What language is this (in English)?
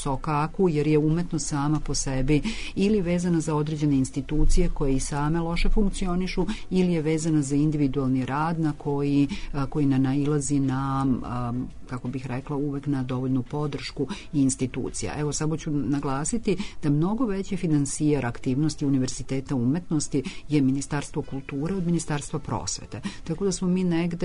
Serbian